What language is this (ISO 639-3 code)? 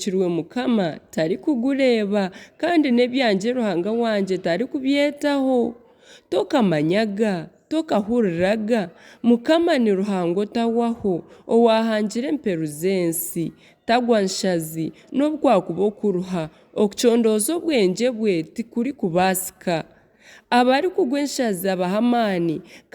nyn